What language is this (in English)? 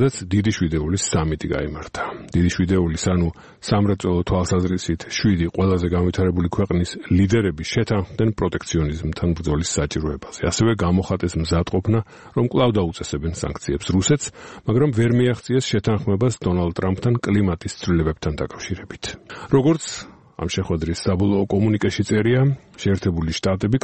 Georgian